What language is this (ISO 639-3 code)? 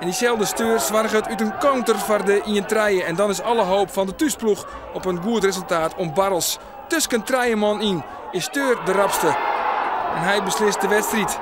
fry